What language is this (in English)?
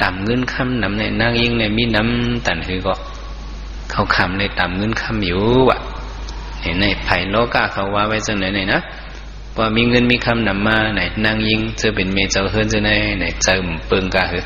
Shan